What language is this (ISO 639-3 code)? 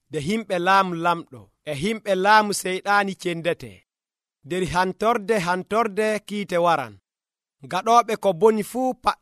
fuv